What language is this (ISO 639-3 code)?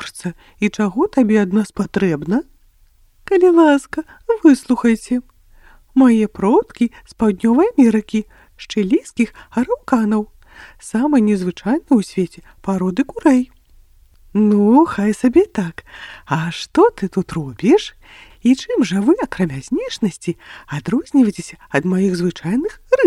bel